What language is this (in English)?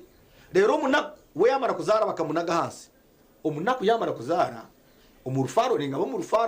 Nyankole